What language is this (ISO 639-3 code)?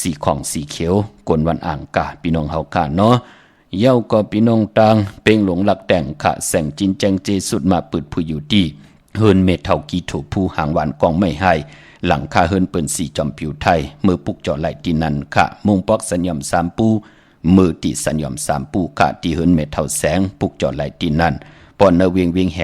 shn